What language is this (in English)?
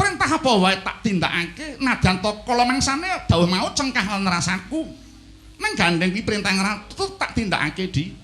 Javanese